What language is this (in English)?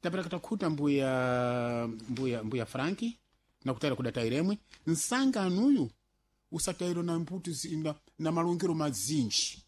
Sena